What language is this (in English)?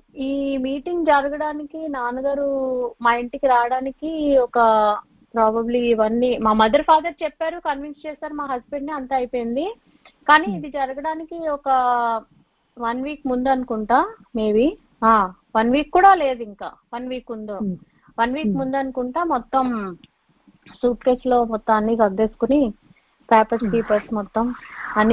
Telugu